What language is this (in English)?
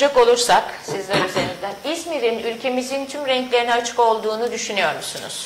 Turkish